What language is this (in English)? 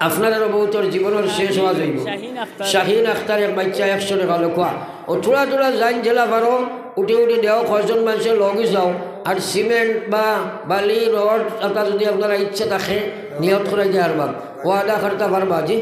Sylheti